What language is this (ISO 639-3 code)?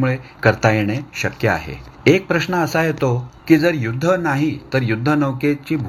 mar